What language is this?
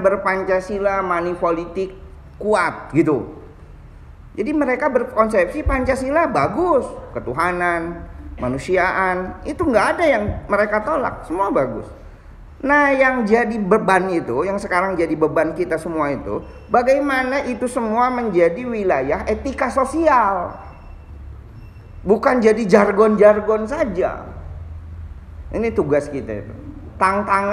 Indonesian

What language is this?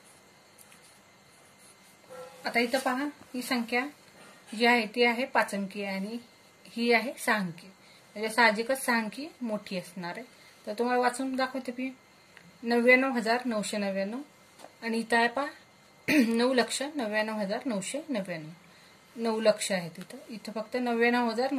Marathi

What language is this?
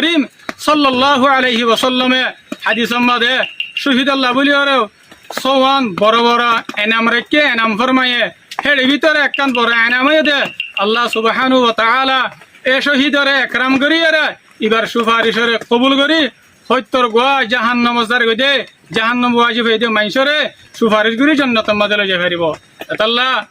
Rohingya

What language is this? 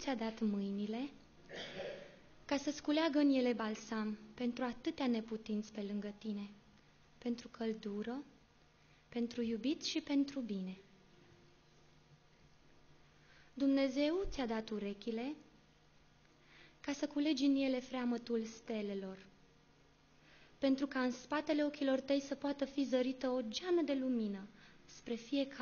Romanian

